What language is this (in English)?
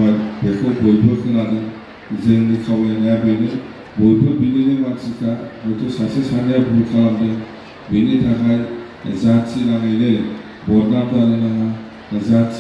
Bodo